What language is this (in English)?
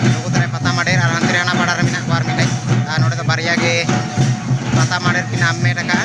Santali